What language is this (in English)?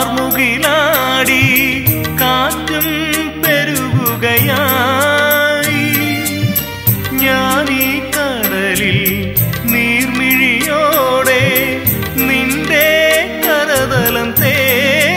Malayalam